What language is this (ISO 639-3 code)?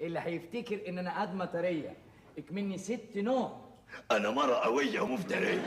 arz